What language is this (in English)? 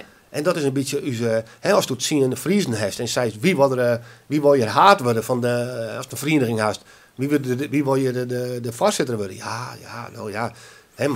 Western Frisian